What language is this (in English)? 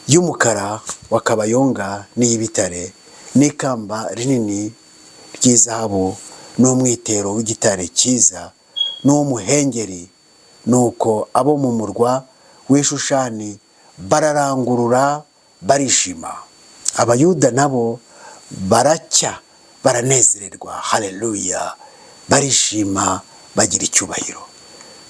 Kinyarwanda